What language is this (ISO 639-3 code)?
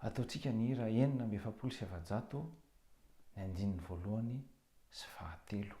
mlg